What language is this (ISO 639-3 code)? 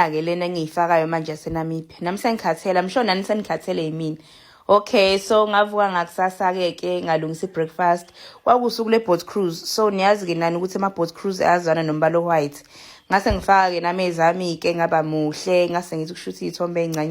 zul